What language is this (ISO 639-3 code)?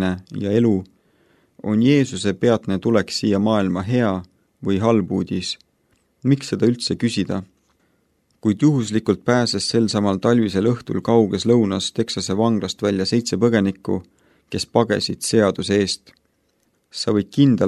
est